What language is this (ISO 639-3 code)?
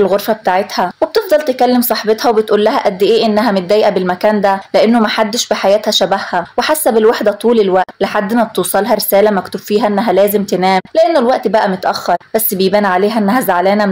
arz